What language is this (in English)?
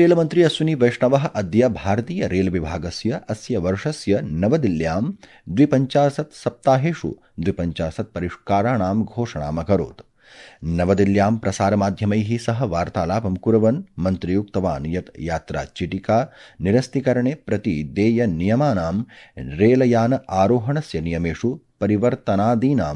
Sanskrit